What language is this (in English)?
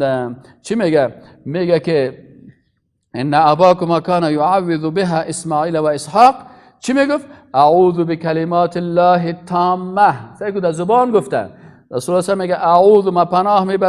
Persian